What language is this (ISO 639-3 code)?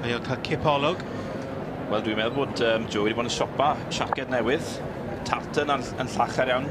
cym